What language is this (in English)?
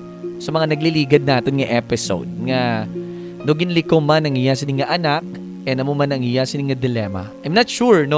Hiligaynon